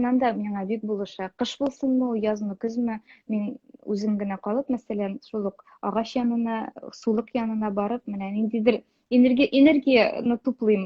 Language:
Tatar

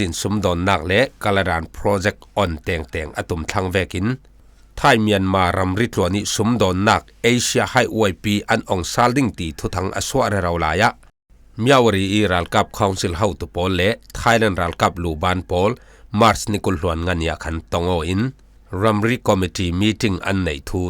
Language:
Falam Chin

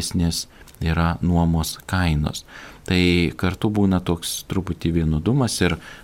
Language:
Lithuanian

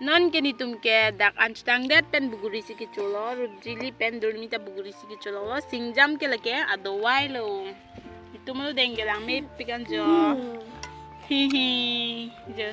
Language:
Karbi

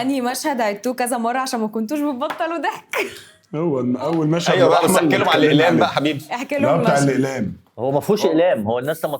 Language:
Egyptian Arabic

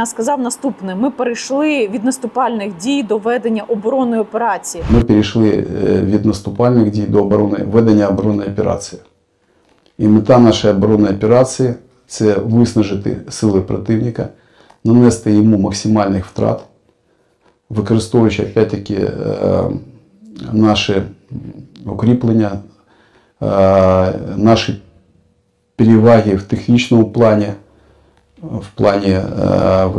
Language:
Ukrainian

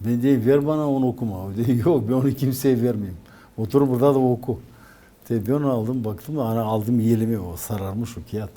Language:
Gagauz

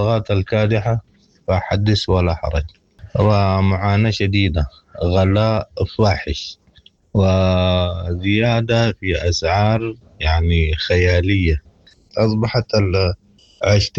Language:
Sudanese Arabic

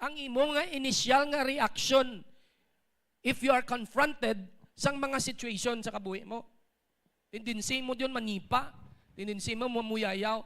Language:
Hiligaynon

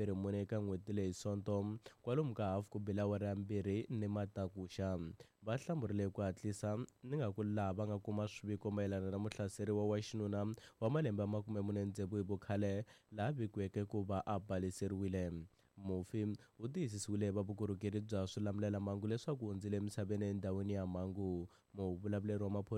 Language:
Tsonga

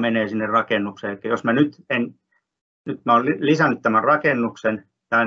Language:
Finnish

